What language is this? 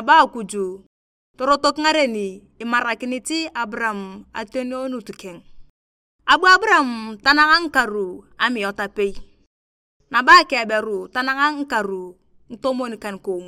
Turkana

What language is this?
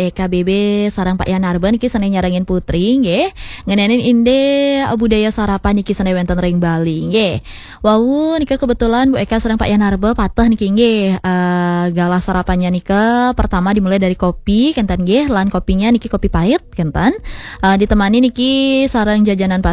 Balinese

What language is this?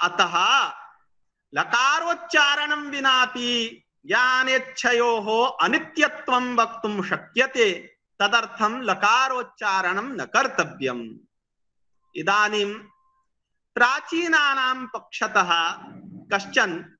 Sanskrit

